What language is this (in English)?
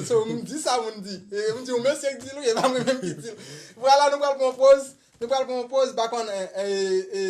Haitian Creole